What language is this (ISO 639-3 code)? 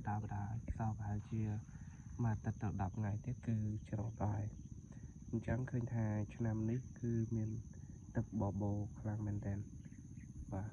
khm